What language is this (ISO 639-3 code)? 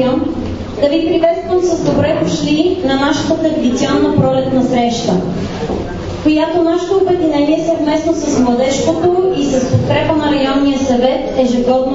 bul